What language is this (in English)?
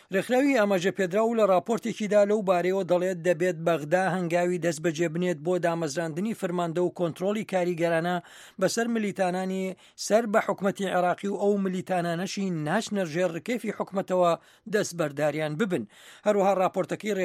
Central Kurdish